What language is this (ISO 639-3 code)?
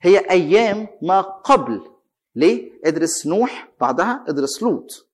arz